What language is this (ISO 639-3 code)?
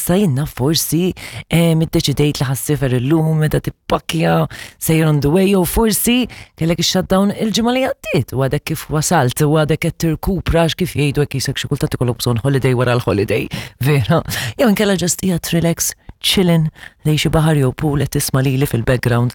mlt